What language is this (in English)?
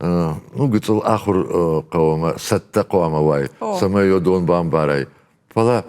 Ossetic